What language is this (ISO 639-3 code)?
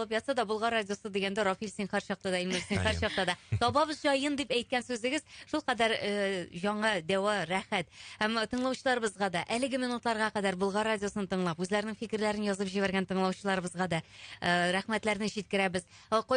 tat